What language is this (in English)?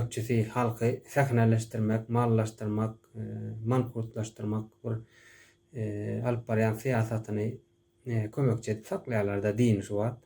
Turkmen